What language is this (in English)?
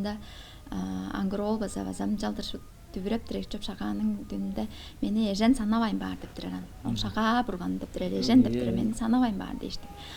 Tuvinian